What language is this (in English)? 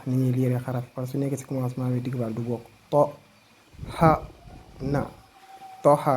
Wolof